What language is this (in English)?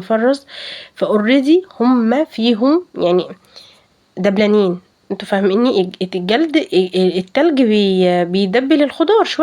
Egyptian Arabic